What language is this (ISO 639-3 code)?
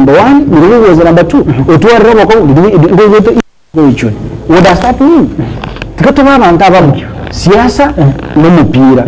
guz